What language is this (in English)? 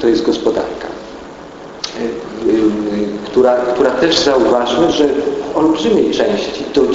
Polish